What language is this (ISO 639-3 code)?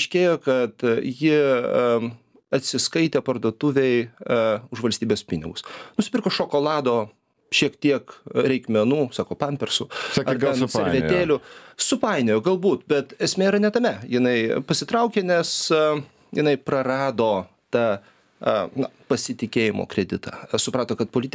lit